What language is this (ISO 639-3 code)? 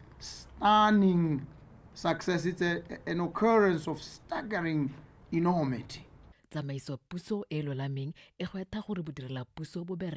tsn